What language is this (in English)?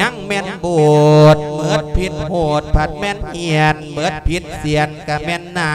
Lao